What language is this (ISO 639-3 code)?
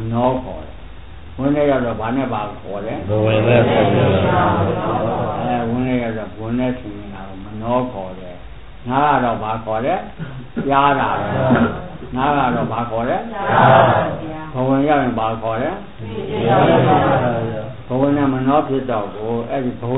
mya